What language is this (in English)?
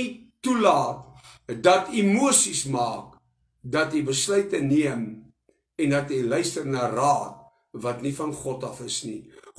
Afrikaans